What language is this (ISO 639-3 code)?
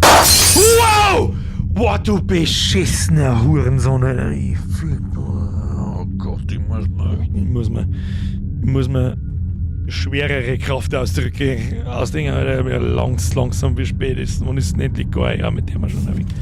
bar